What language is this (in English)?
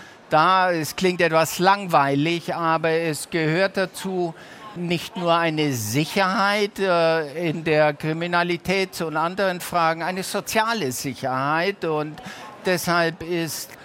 German